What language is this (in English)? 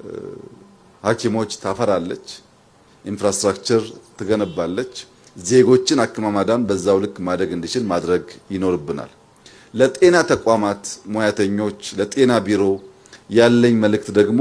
Amharic